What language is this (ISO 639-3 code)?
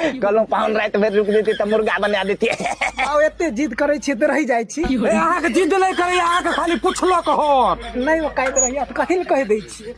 mai